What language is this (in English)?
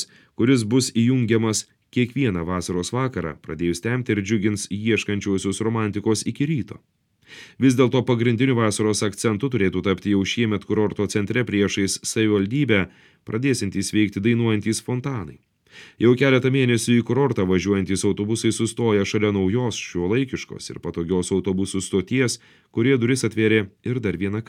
Lithuanian